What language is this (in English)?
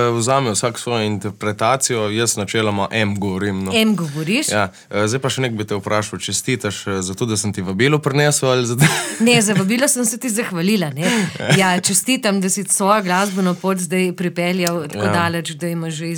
Slovenian